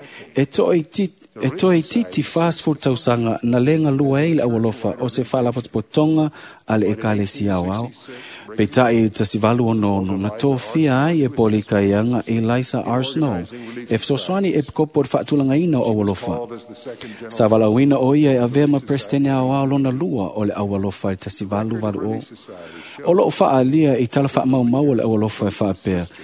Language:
Samoan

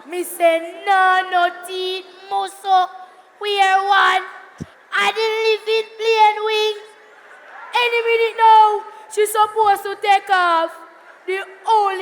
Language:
Jamaican Creole English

